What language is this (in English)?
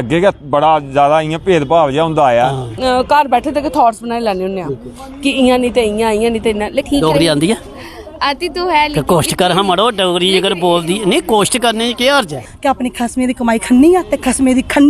Dogri